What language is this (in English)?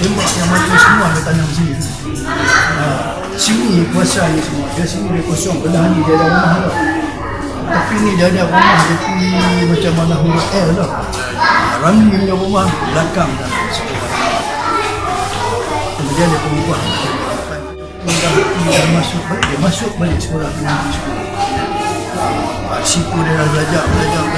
Malay